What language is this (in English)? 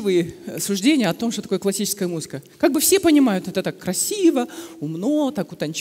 Russian